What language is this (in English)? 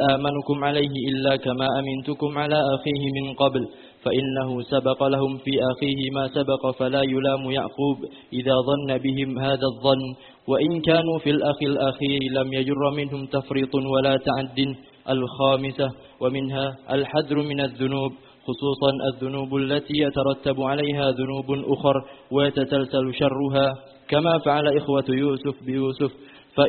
Arabic